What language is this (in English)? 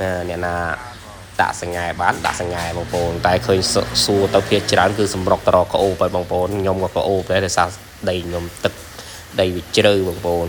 Khmer